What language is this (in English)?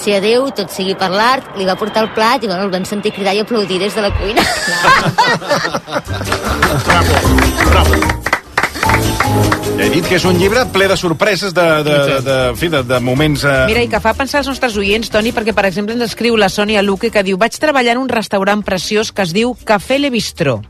Catalan